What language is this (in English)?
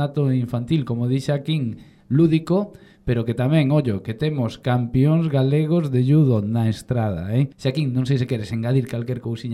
Galician